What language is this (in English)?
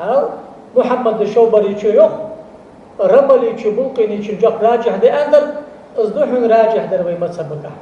Ingush